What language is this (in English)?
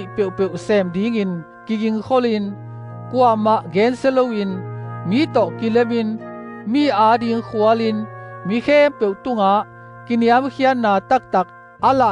Tedim Chin